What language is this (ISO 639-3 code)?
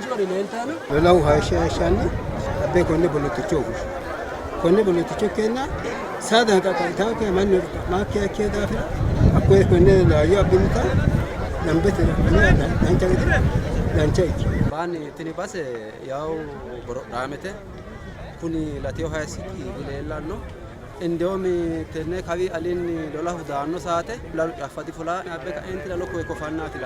sid